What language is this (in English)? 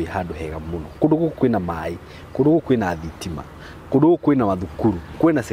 Kikuyu